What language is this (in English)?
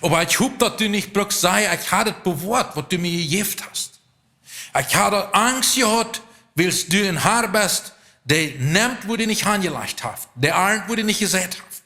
Plautdietsch